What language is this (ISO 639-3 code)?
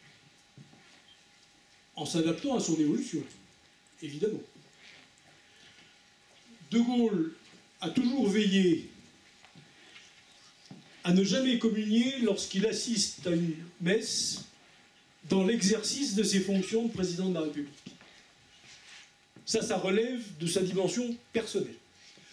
fra